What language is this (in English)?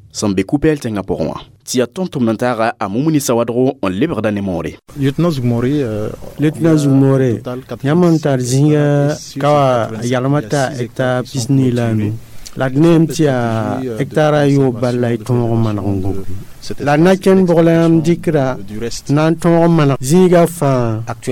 Mossi